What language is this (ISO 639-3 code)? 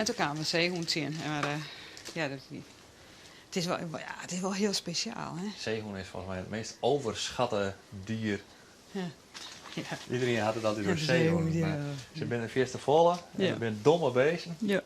fry